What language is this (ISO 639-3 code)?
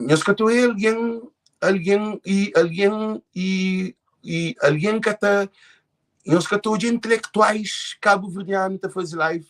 kea